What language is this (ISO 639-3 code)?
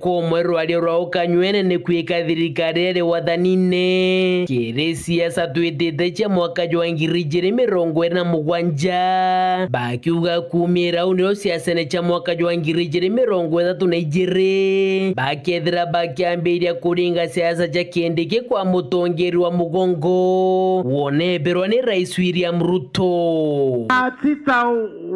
mer